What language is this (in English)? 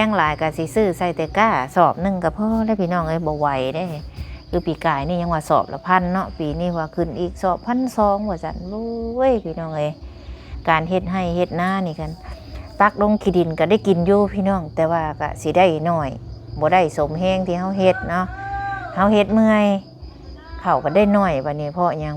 Lao